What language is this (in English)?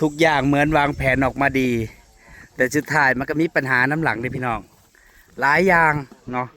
Northeastern Thai